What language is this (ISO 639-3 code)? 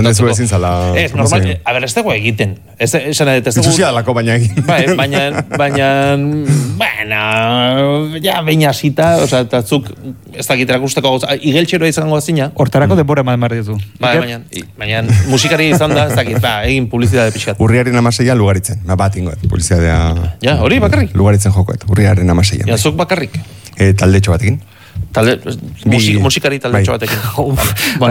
eus